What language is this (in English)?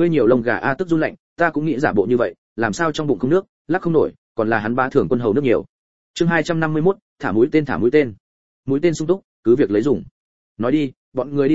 Vietnamese